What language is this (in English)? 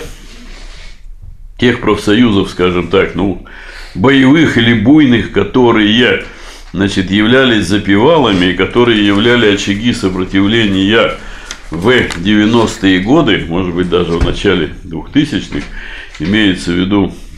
Russian